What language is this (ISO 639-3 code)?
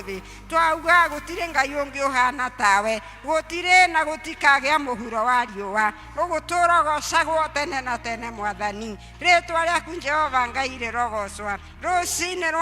kik